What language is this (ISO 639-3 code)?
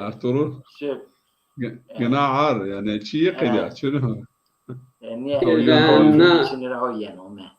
zza